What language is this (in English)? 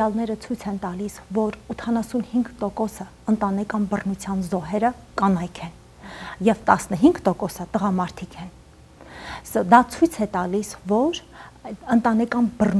Armenian